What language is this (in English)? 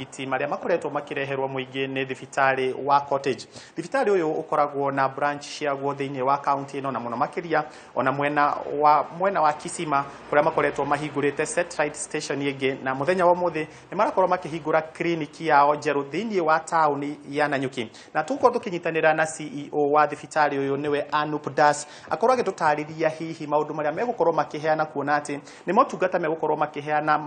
Kikuyu